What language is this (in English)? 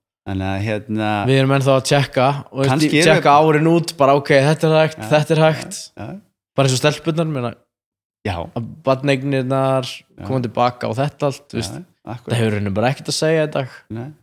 Icelandic